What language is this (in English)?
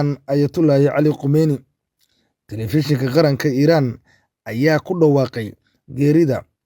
Somali